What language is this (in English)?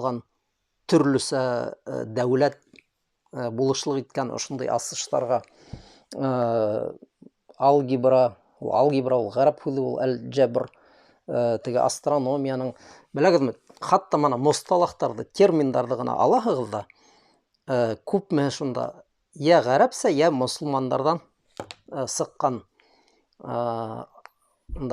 Bashkir